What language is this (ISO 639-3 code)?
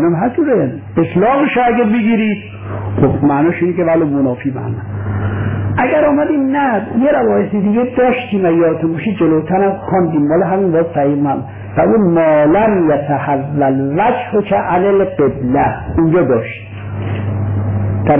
fas